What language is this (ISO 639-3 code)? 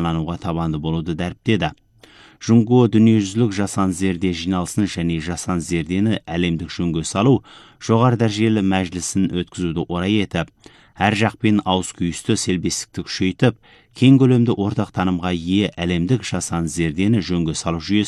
kaz